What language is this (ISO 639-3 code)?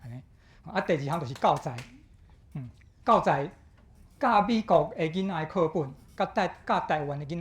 nan